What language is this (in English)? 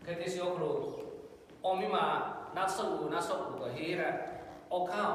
Lahu